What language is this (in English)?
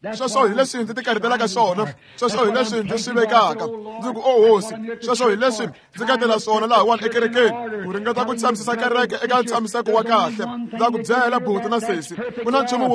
Tsonga